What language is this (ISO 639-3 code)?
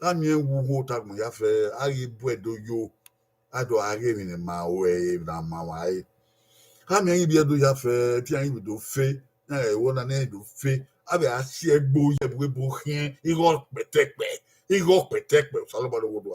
bin